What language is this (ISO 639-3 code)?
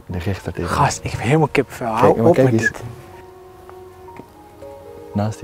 nld